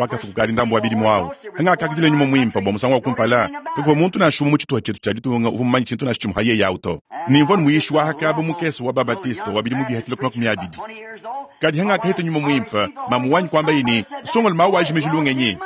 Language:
Luba-Lulua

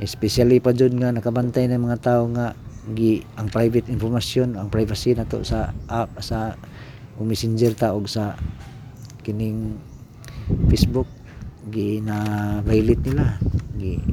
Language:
Cebuano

